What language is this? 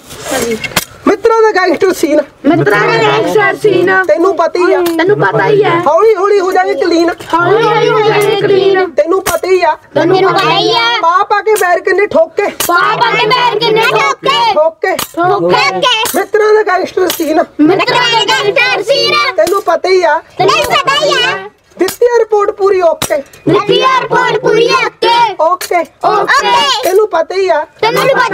Punjabi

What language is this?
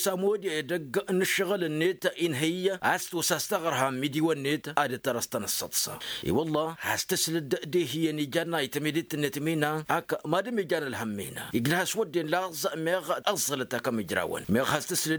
Tamasheq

